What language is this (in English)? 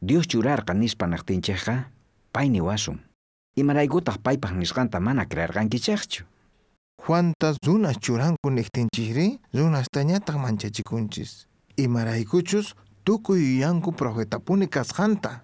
South Bolivian Quechua